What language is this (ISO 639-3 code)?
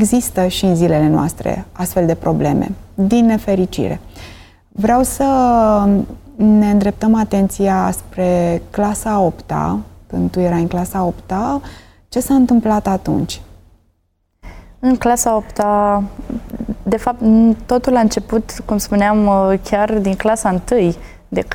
ron